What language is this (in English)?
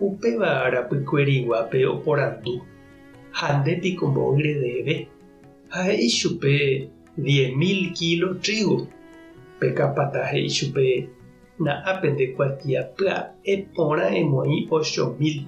Guarani